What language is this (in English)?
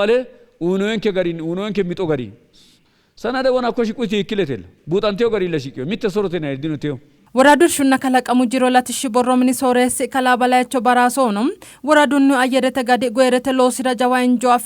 Sidamo